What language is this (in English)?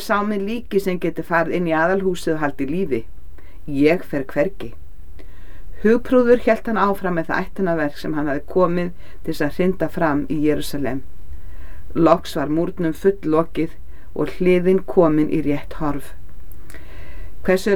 Icelandic